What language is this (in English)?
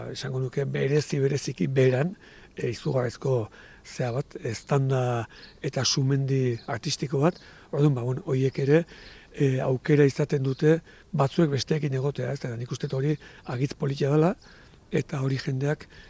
Basque